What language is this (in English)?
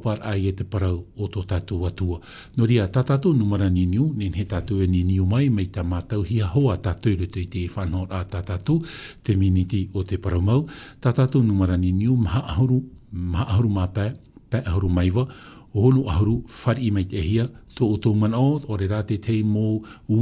Tahitian